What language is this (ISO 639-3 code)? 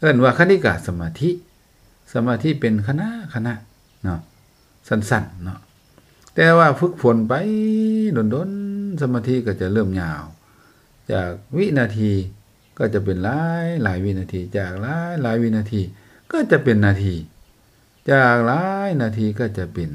lao